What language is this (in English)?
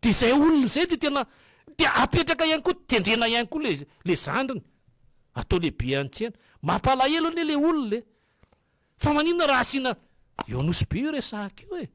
Malagasy